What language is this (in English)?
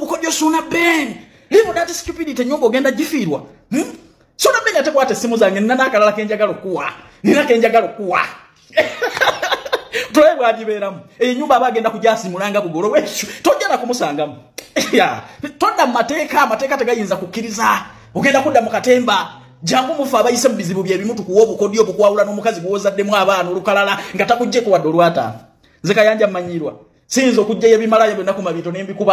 Ganda